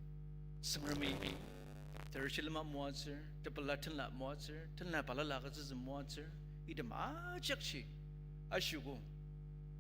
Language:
Ao Naga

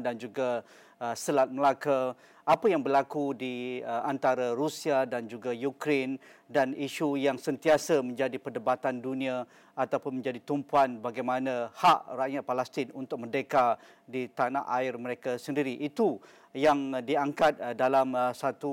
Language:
Malay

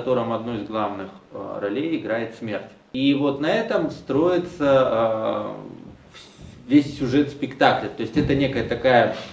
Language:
Russian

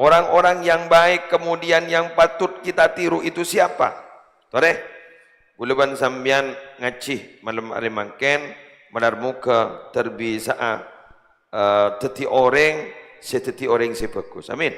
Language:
Madurese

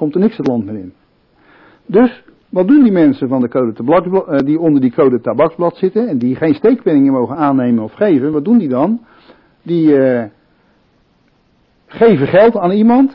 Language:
Dutch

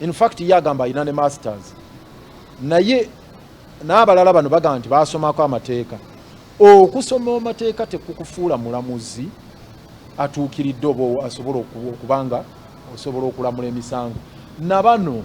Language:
Ganda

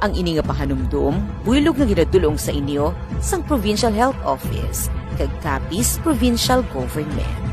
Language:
Hiligaynon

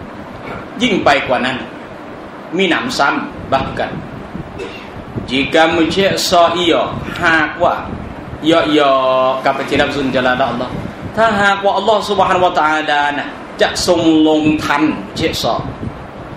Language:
Thai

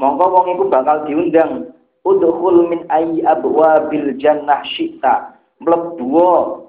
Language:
Javanese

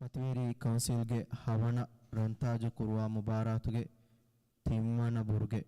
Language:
Divehi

